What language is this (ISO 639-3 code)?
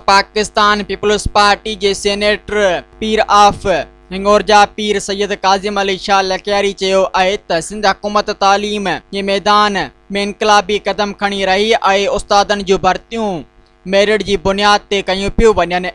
snd